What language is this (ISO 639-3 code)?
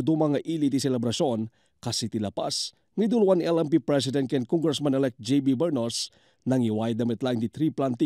ilo